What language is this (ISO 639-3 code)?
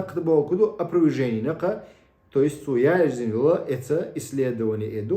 che